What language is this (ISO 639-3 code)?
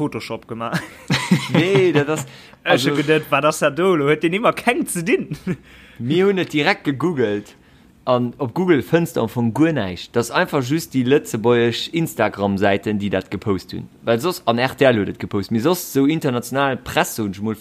ltz